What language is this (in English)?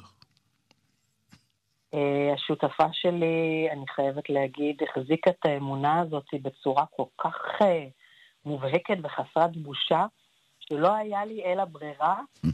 Hebrew